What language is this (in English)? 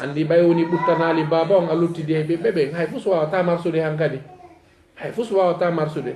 Fula